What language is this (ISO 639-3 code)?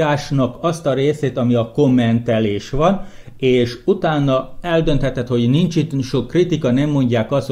hun